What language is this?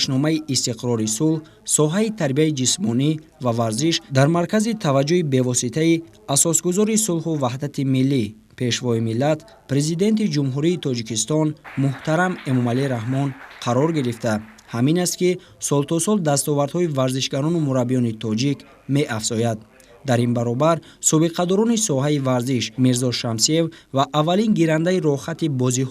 Tajik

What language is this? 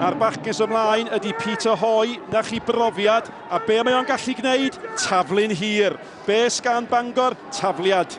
Welsh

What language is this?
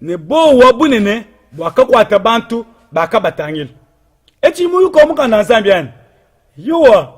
Luba-Lulua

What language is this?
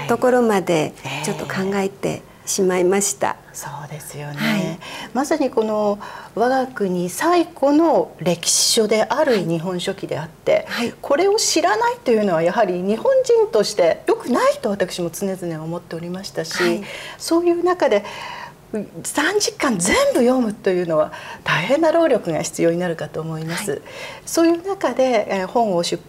Japanese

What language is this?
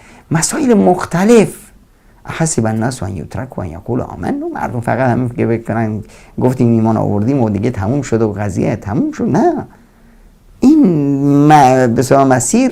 Persian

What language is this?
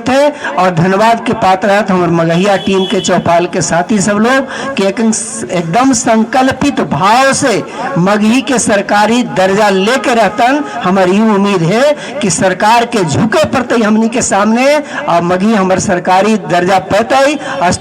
Magahi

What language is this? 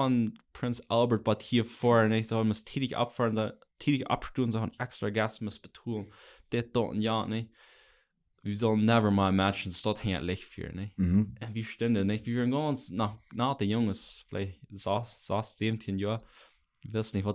Plautdietsch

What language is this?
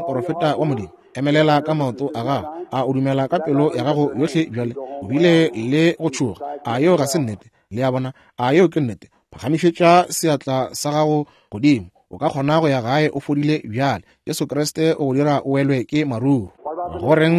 Northern Sotho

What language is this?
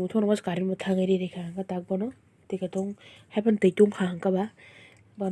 Kok Borok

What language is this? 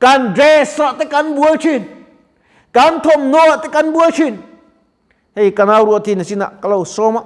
Mizo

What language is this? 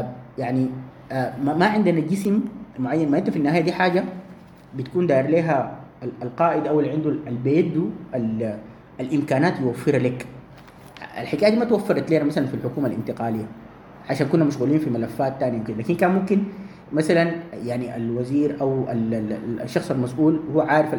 Sudanese Arabic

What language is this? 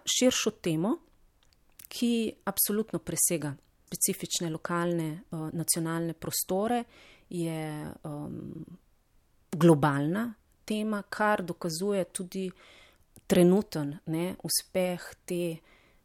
Slovenian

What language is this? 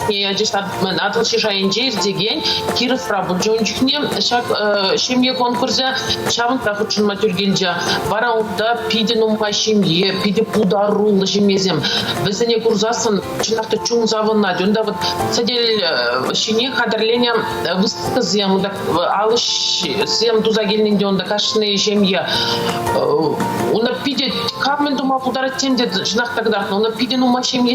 Chuvash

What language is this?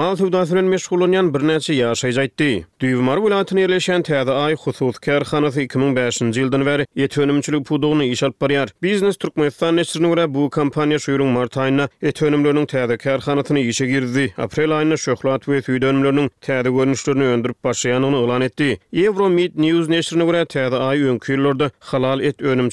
Turkmen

